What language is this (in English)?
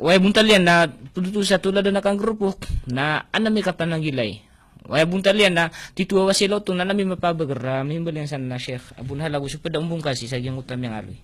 Maranao